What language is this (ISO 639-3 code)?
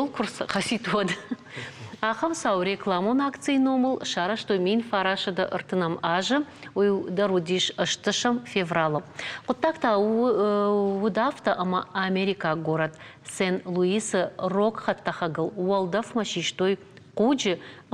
oss